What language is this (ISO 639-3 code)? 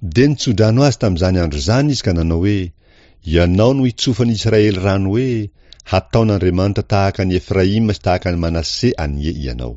mlg